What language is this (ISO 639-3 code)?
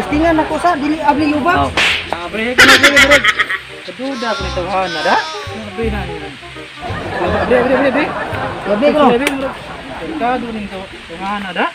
ceb